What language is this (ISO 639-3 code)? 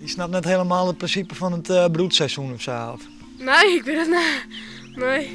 fry